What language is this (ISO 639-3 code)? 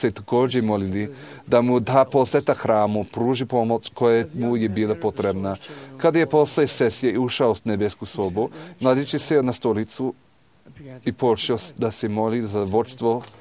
srp